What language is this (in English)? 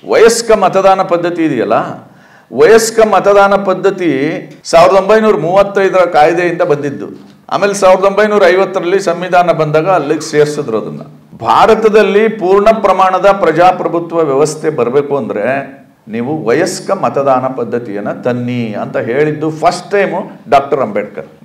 Kannada